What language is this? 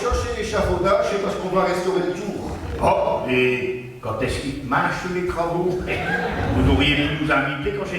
Picard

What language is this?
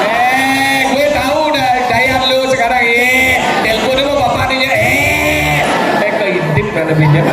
Balinese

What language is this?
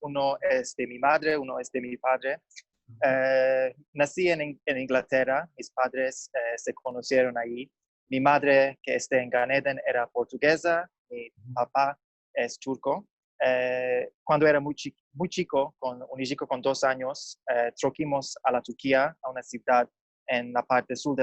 Ladino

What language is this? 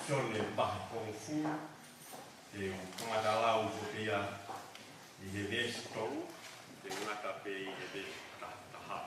Tongan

